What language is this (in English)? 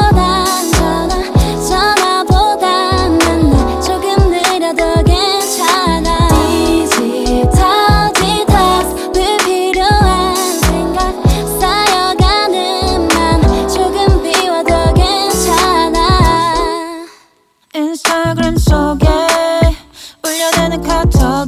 Korean